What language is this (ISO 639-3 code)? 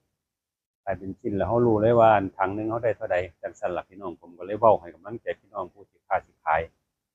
tts